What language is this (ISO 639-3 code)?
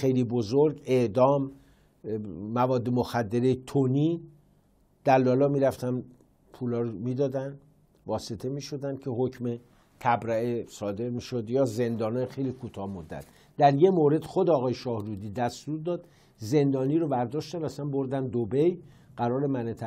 fas